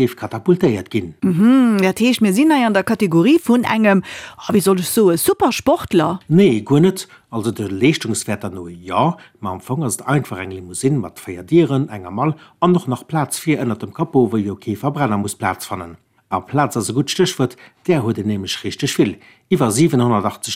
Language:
Luxembourgish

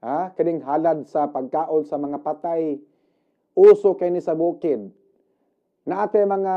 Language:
Cebuano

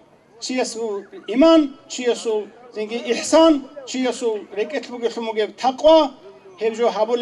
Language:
Avaric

